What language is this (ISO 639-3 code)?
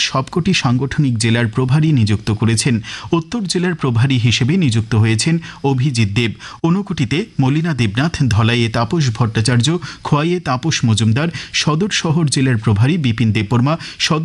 ben